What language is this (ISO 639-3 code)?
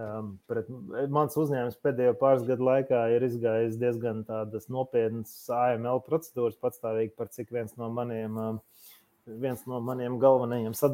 lav